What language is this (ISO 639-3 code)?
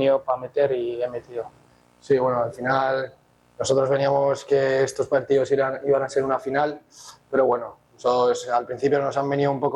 spa